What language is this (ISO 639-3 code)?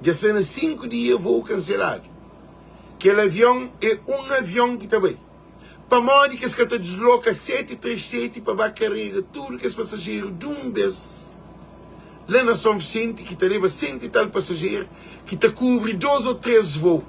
kea